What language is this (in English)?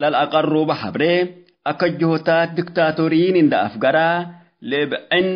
Tigre